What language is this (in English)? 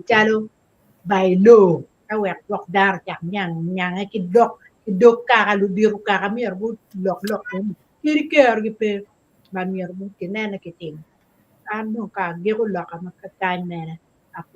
Acoli